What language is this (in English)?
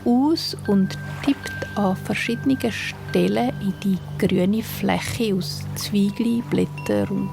Swiss German